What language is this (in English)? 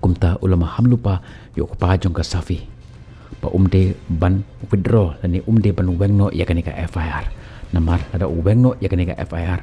Khasi